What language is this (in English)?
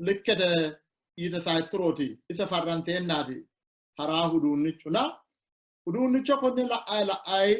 Sidamo